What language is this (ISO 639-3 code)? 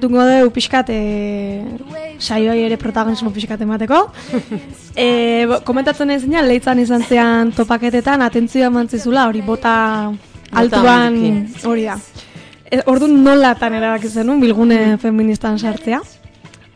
eus